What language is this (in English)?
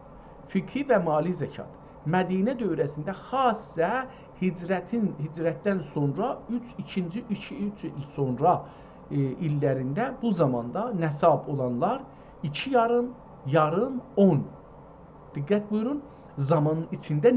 South Azerbaijani